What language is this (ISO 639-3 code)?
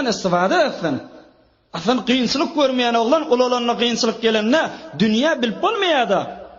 tuk